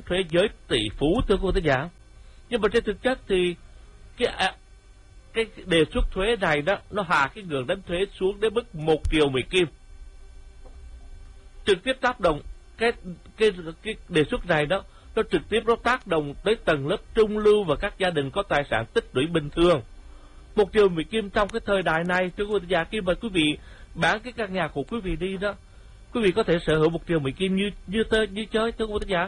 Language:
Vietnamese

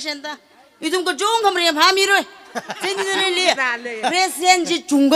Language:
Tangkhul Naga (India)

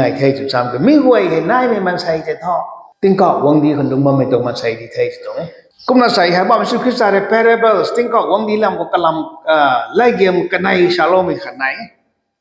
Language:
Rongmei Naga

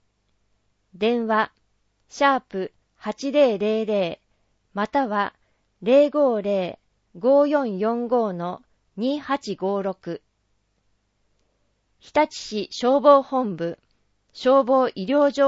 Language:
Japanese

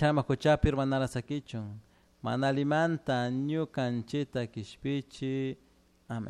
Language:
Chimborazo Highland Quichua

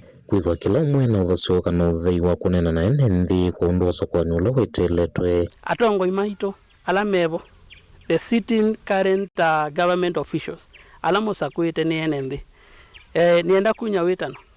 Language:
Kamba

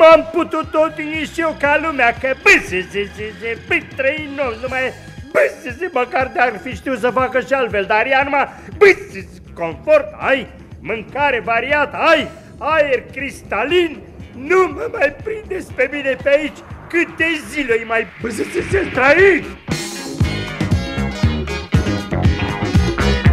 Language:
Romanian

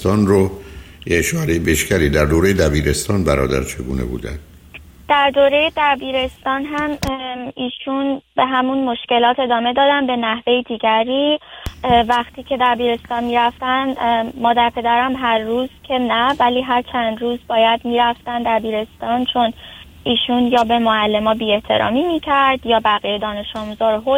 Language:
Persian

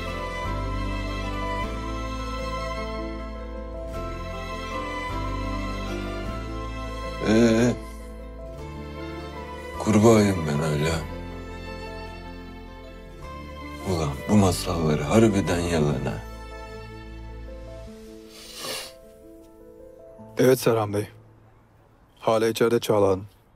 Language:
Turkish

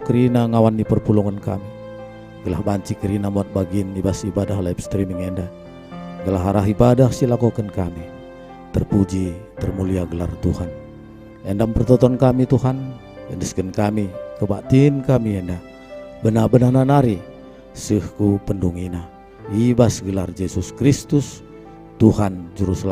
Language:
Batak Karo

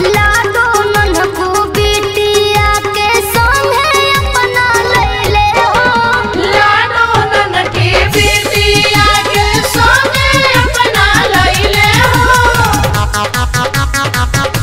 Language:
Bhojpuri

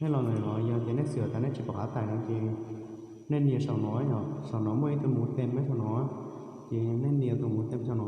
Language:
Hmong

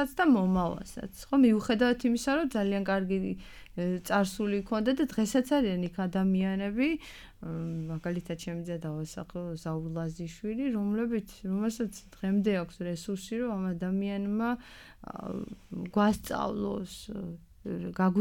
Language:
Georgian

